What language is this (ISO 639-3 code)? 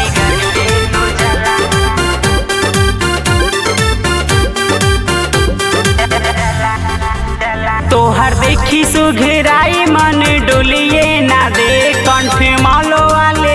bho